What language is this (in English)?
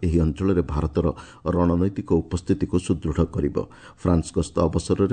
Odia